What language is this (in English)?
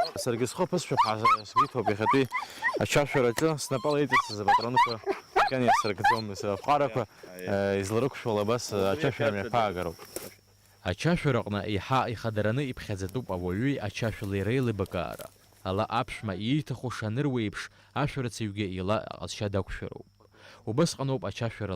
Abkhazian